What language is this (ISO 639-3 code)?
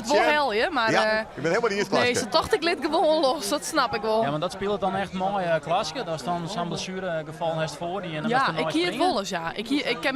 fry